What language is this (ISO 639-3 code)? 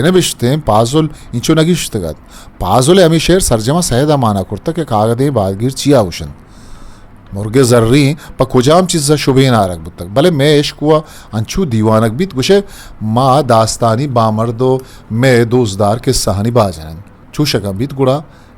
bgp